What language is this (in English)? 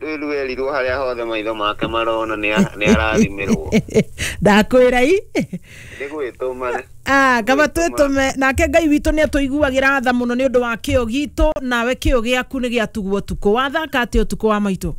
Kikuyu